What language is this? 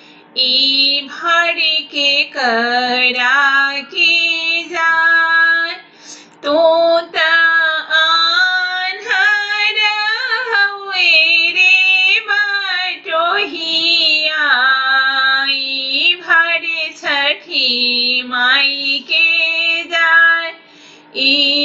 Bhojpuri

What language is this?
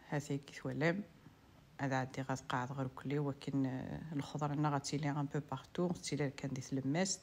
Kabyle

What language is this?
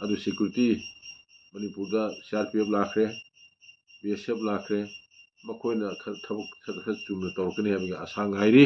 Manipuri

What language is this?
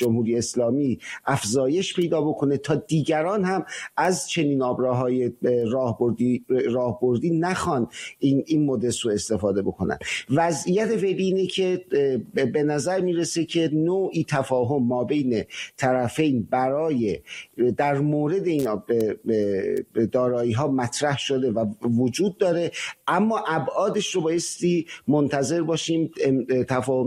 Persian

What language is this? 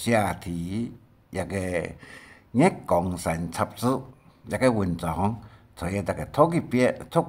Hakka Chinese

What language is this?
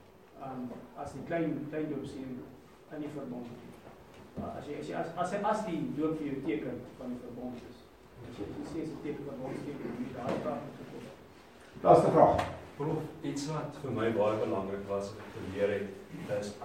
Afrikaans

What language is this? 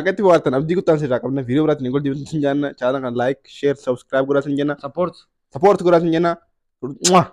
Oromo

